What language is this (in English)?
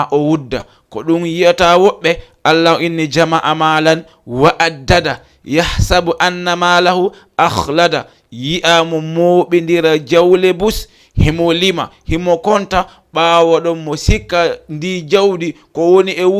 Fula